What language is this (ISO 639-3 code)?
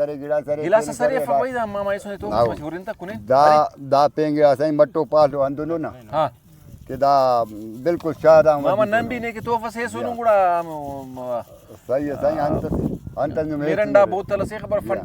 brh